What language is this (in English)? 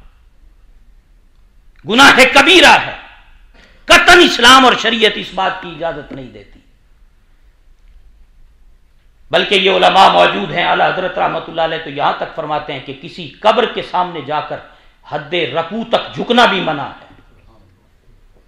Urdu